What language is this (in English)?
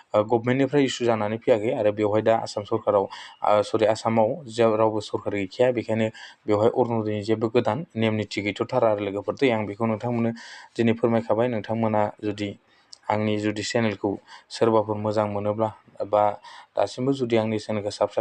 Bodo